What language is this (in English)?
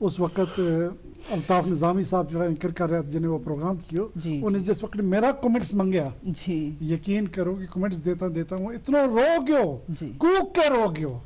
Gujari